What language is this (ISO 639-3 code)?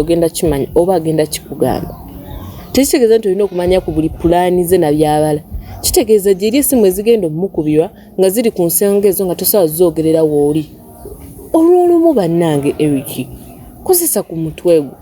lug